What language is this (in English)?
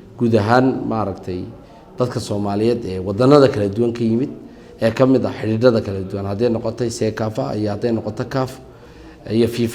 Somali